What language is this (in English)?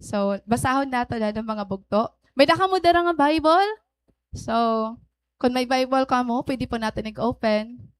Waray